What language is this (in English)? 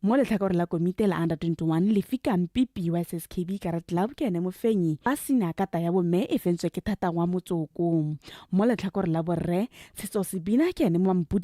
Tswana